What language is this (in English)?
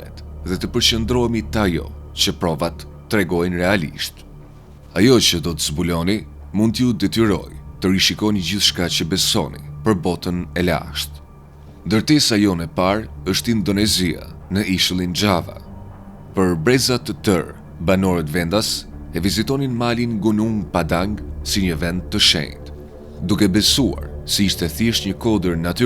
Albanian